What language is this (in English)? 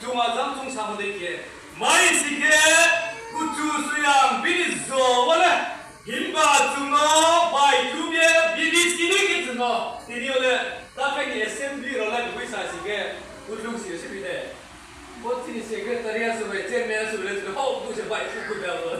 Riang (India)